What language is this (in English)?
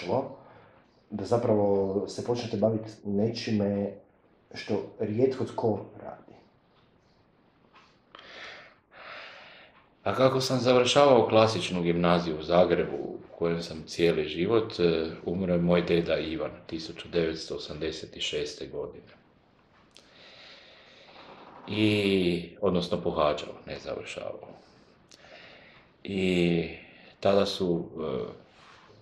Croatian